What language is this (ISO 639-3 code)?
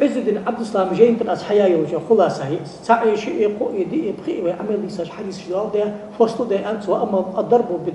inh